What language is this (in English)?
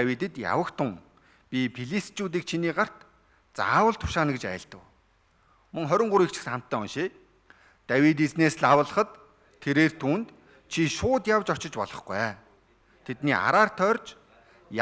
Mongolian